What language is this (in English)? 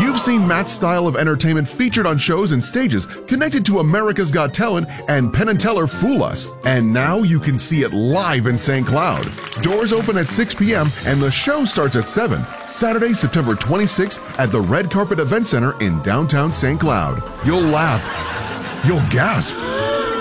English